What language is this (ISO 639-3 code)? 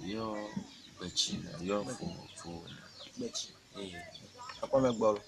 ewe